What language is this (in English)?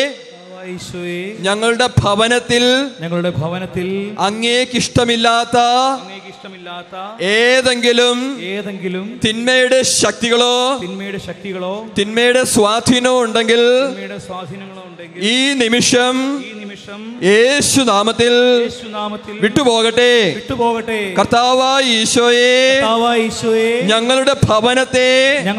Malayalam